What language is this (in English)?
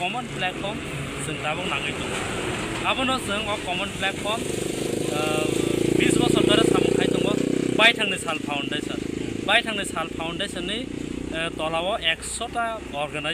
Kok Borok